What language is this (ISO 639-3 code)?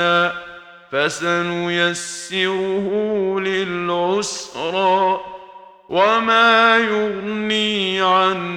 ara